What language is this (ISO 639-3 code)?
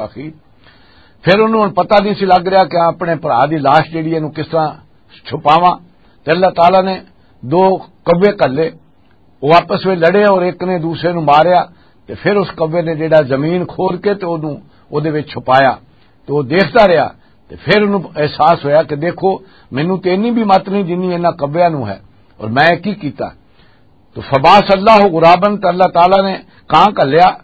lah